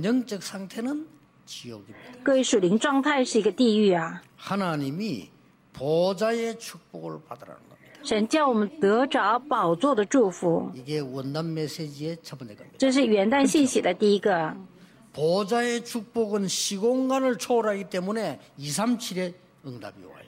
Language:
Korean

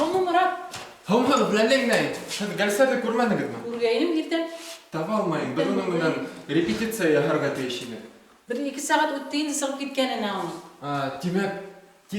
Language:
Bashkir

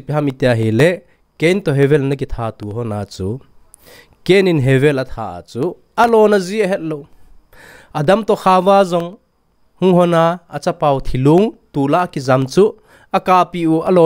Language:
Thado Chin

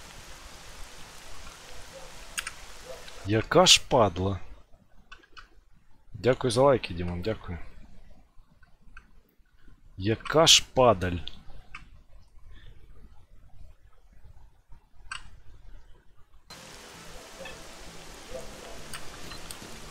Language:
Ukrainian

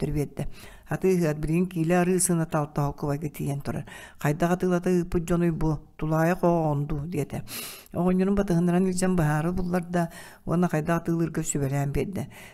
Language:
Yakut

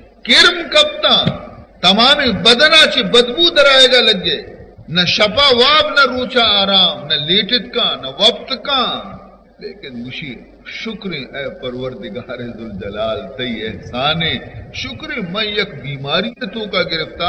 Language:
Baluchi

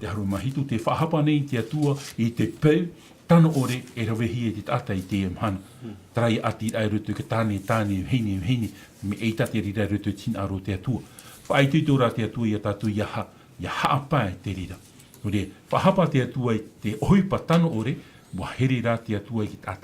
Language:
Tahitian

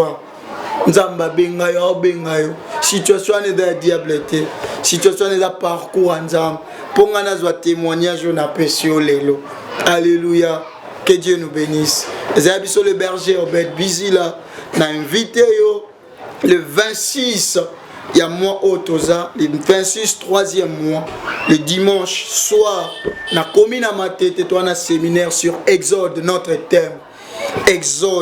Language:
Lingala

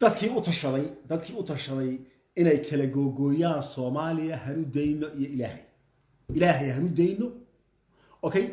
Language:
Somali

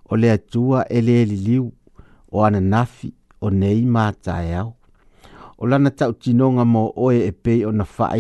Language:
Samoan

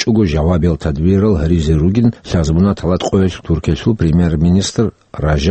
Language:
Avaric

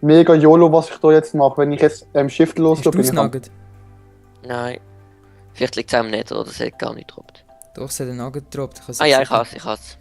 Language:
Swiss German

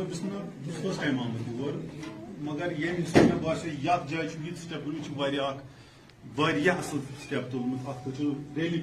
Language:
Kashmiri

